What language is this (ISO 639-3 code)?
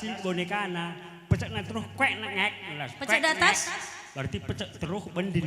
btx